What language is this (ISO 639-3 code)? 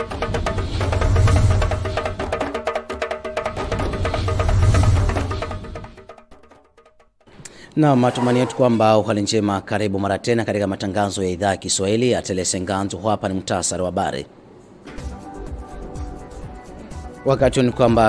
swa